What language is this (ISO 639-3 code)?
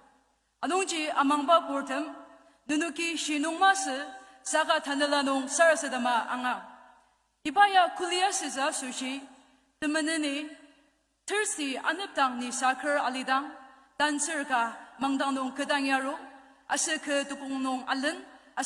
njo